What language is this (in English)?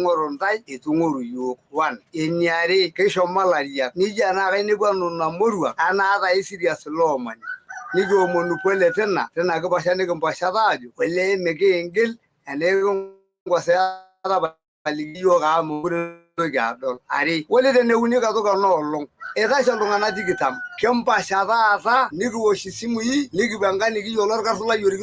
Masai